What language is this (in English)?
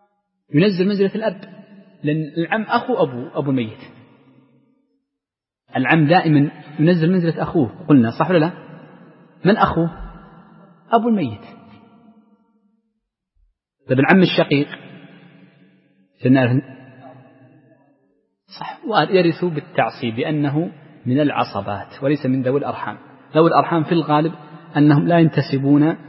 Arabic